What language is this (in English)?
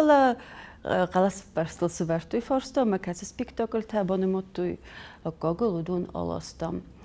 Ossetic